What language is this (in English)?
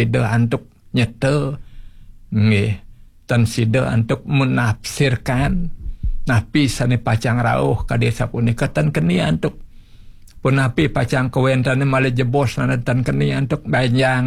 Balinese